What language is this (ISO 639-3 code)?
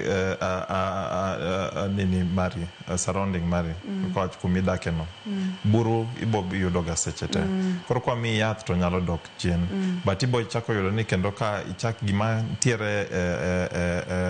luo